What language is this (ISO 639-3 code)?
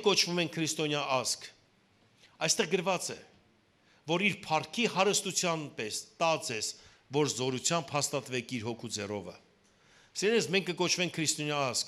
hyw